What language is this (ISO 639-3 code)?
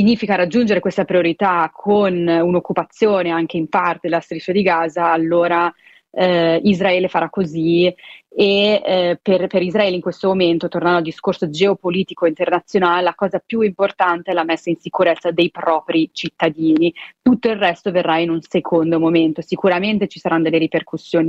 ita